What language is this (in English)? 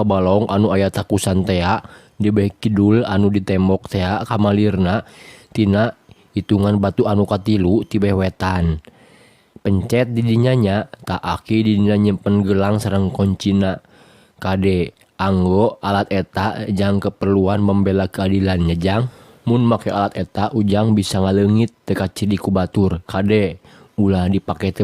Sundanese